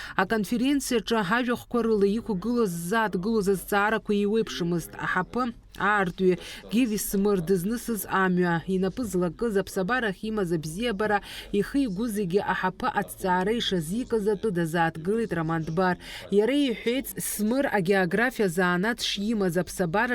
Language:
Abkhazian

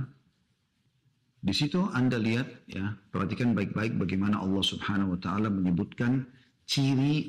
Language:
Indonesian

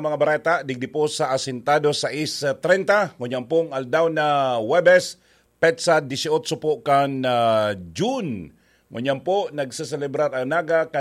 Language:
Bikol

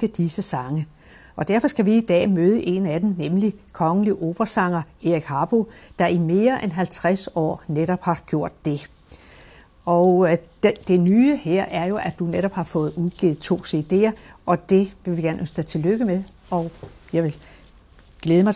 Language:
Danish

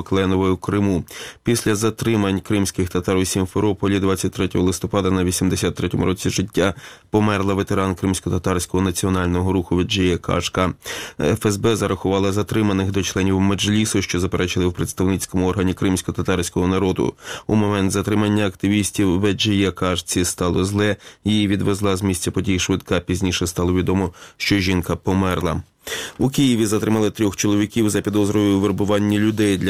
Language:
Ukrainian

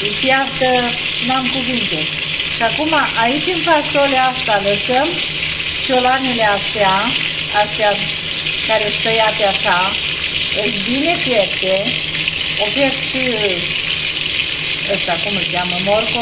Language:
Romanian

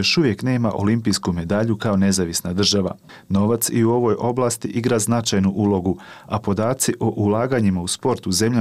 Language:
Bosnian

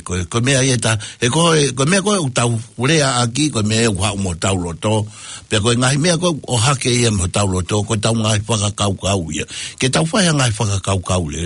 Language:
Tongan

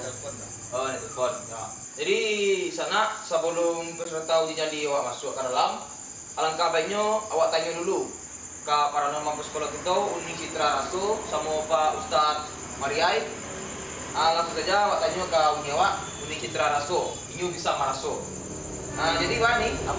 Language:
Minangkabau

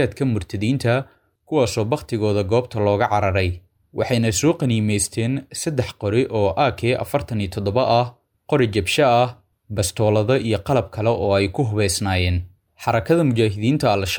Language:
Somali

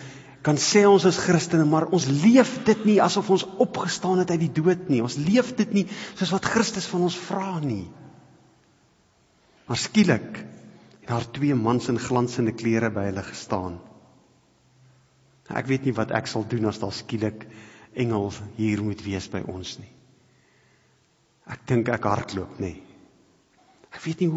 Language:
Afrikaans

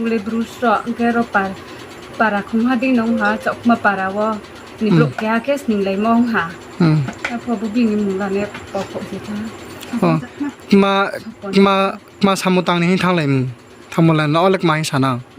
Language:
Riang (India)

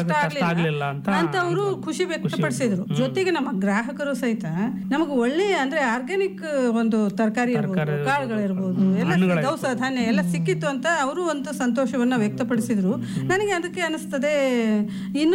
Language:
Kannada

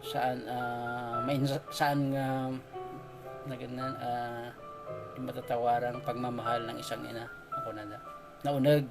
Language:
Iloko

